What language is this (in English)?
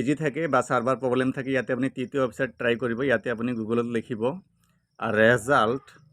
Assamese